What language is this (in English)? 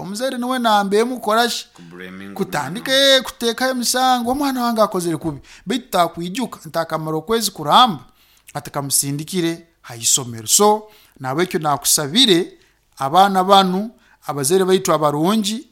Nyoro